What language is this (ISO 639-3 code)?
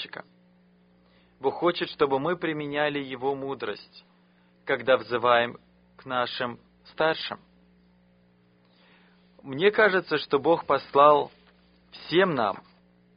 rus